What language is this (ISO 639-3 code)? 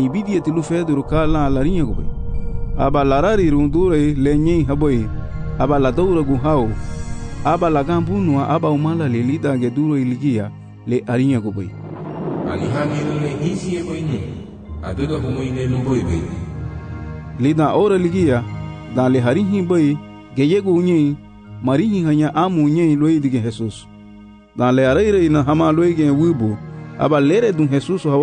cab